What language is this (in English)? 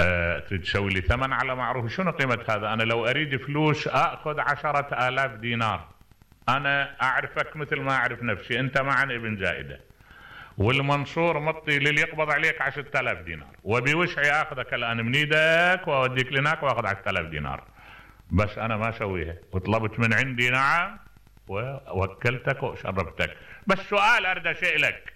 Mesopotamian Arabic